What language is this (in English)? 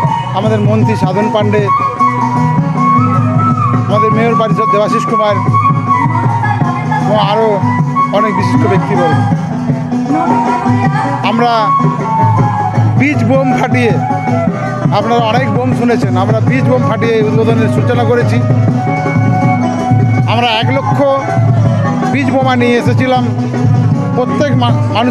Bangla